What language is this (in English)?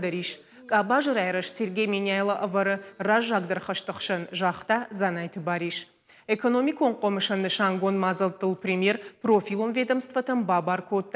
Ossetic